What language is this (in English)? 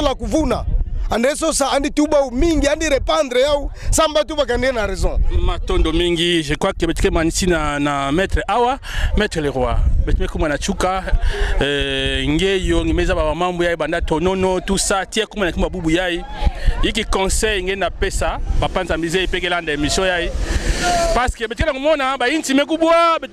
Kituba (Democratic Republic of Congo)